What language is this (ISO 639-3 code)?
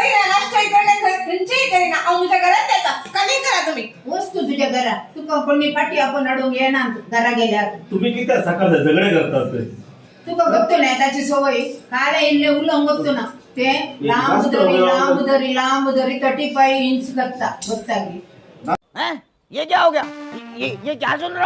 kok